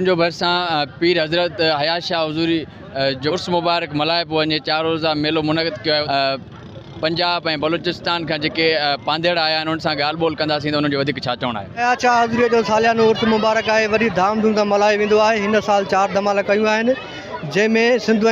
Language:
Sindhi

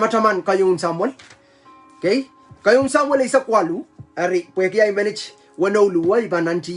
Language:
Pohnpeian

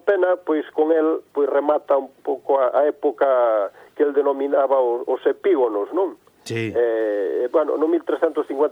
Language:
Galician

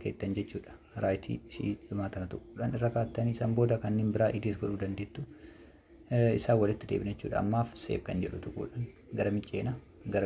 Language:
Oromo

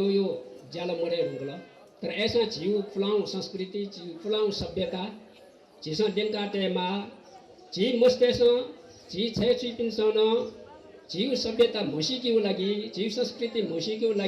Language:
Newari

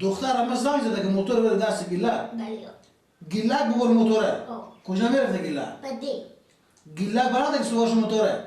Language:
Persian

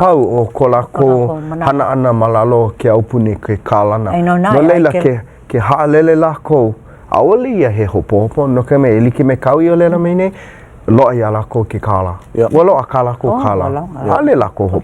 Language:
Hawaiian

